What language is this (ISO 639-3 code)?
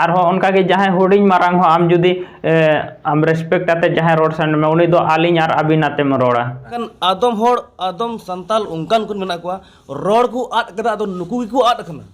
sat